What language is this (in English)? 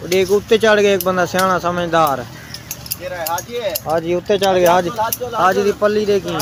Saraiki